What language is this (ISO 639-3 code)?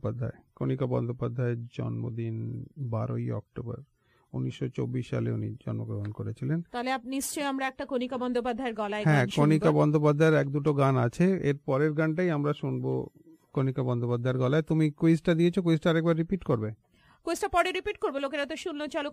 ben